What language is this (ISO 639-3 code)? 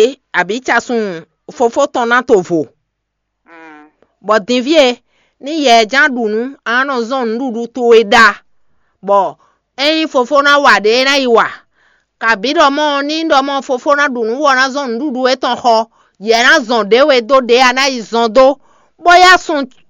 fon